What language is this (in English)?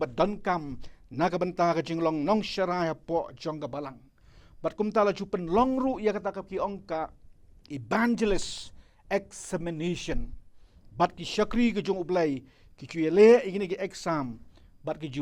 Khasi